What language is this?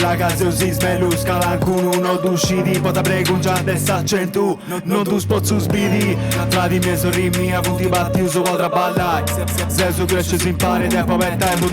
Sardinian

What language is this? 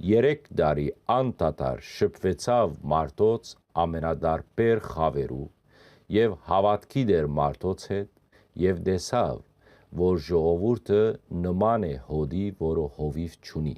Western Armenian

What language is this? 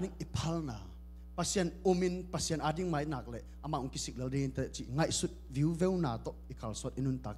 Tedim Chin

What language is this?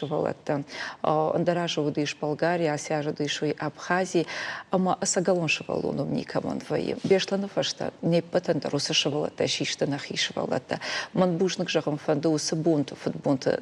Ossetic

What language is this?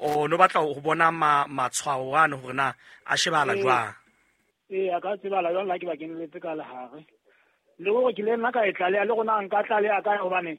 Southern Sotho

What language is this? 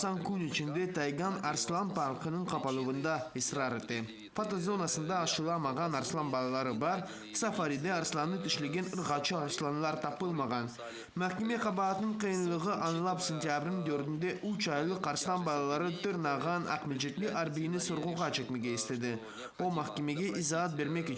Crimean Tatar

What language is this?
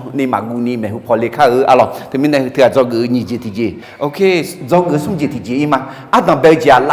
Akha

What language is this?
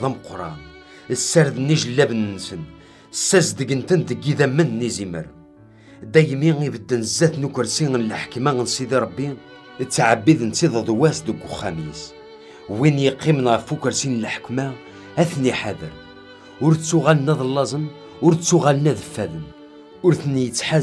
Kabyle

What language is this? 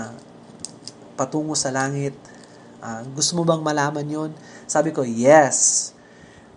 Filipino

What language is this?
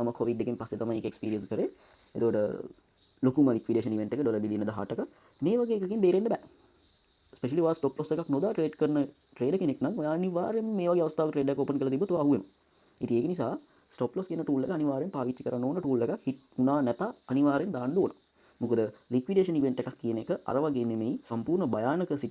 Sinhala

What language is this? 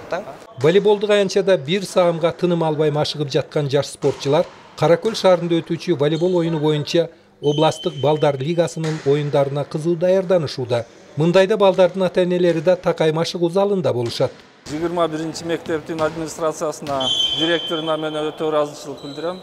Kyrgyz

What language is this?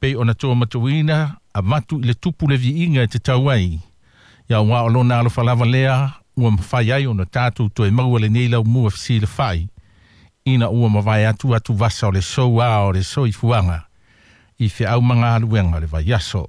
Samoan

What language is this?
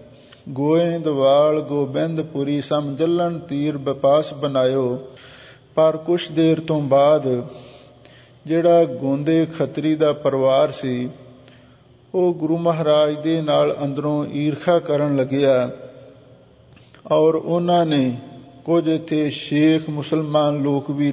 Punjabi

